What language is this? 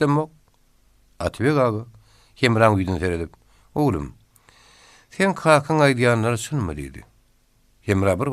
Turkmen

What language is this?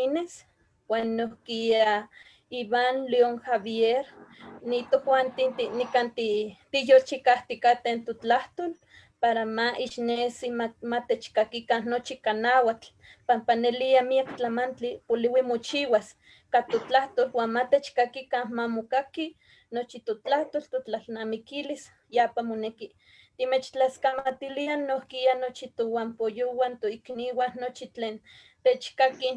Eastern Huasteca Nahuatl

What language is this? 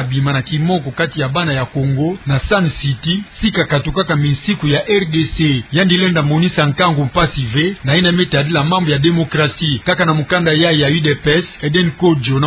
Kituba (Democratic Republic of Congo)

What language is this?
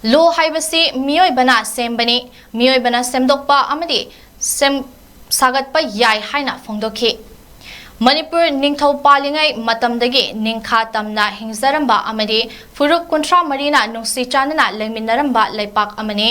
Manipuri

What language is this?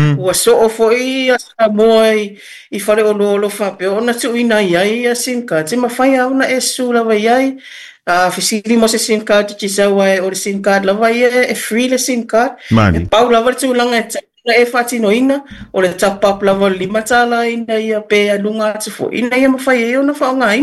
Samoan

